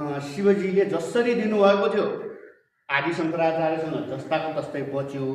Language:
Nepali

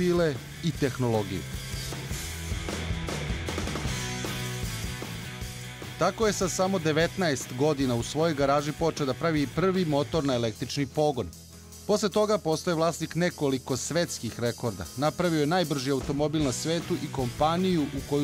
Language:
Serbian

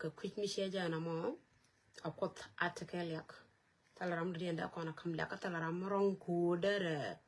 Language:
Nuer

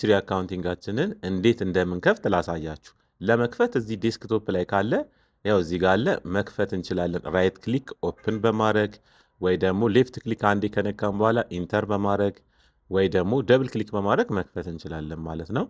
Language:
Amharic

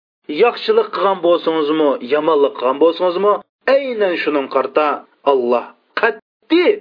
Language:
Uyghur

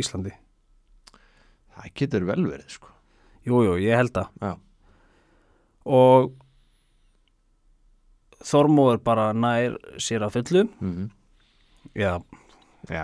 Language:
Icelandic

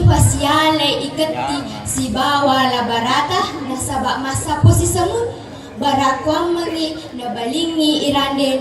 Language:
Buginese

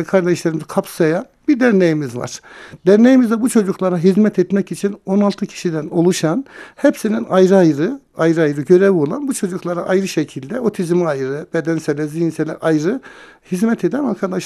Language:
Turkish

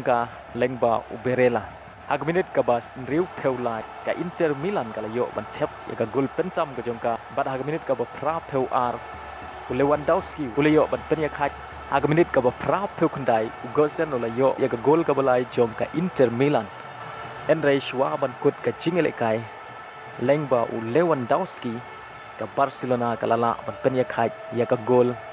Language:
Khasi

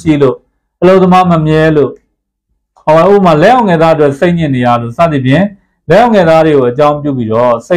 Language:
Burmese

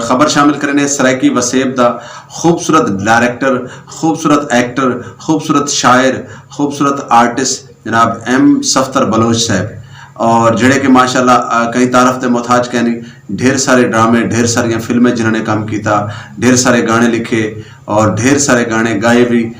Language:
Saraiki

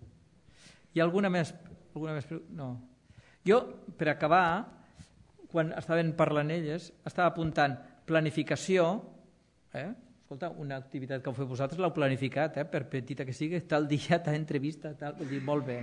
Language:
Catalan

